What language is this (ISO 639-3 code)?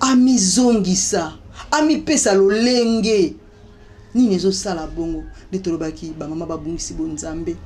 lin